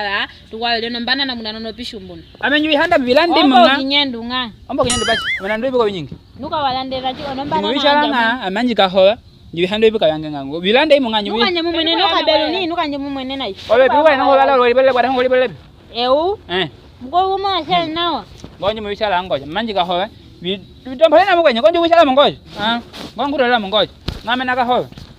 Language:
Nyaneka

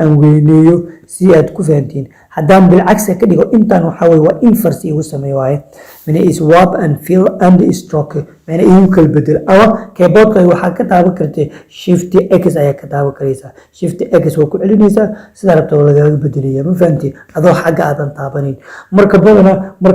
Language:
Somali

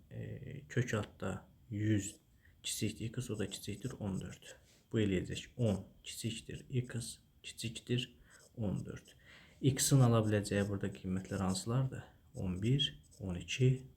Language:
Azerbaijani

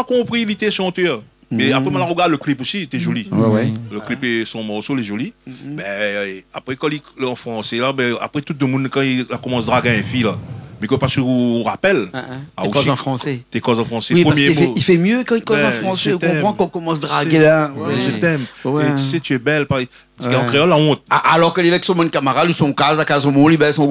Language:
Réunion Creole French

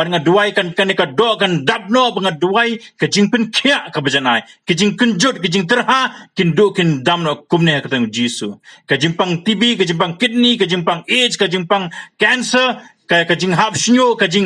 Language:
Khasi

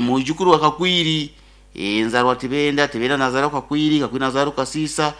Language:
Nyankole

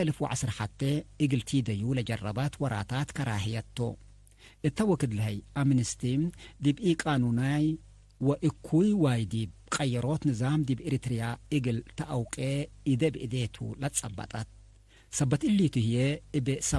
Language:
Tigre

